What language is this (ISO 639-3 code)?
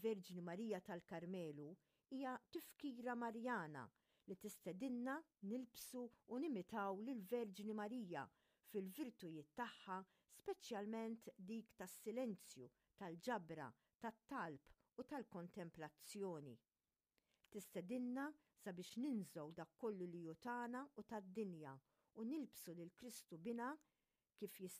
mlt